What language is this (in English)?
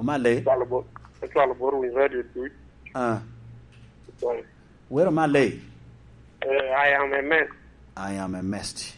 Lango (Uganda)